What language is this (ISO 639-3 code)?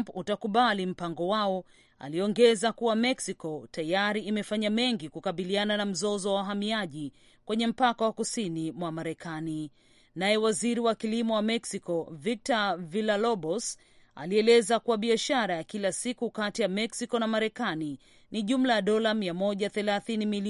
swa